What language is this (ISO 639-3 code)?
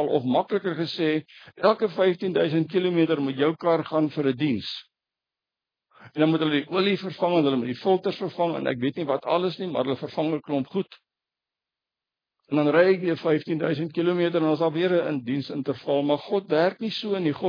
afr